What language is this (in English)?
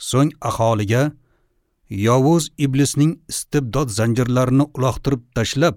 Uzbek